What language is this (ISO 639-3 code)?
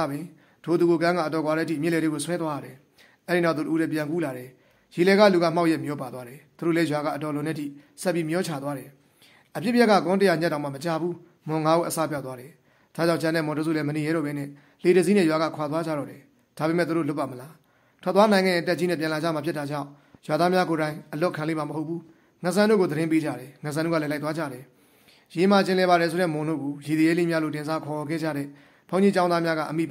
mya